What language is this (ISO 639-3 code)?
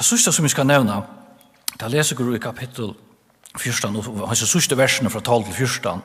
fao